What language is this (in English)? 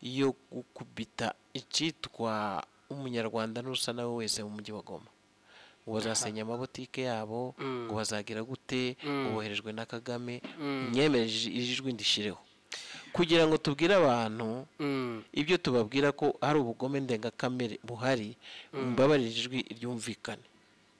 Kinyarwanda